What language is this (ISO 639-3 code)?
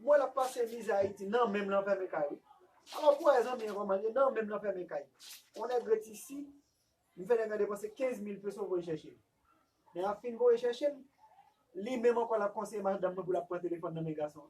hat